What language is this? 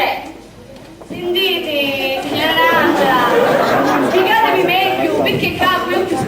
Sicilian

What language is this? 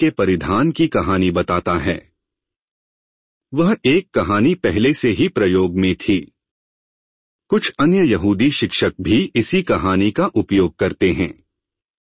Hindi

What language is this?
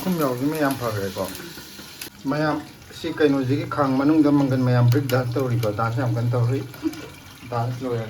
Manipuri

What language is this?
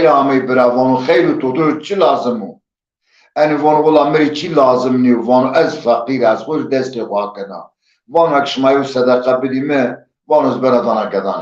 Zaza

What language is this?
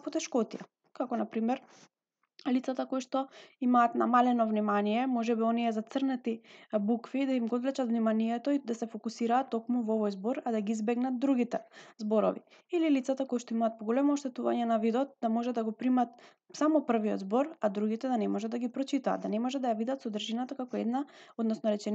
Macedonian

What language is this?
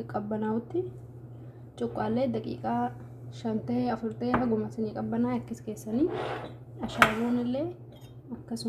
Oromo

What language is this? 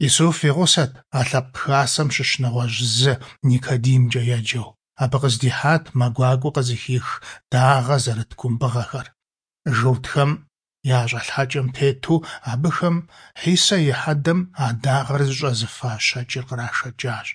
Kabardian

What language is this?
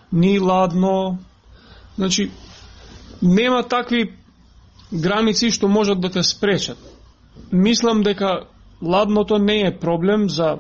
Macedonian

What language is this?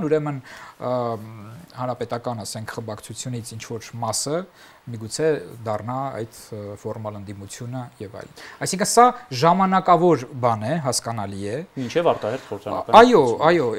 Armenian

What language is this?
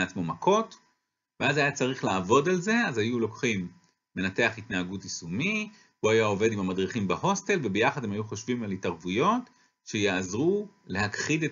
Hebrew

